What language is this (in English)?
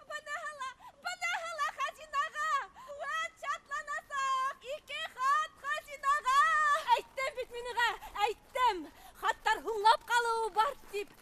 Bashkir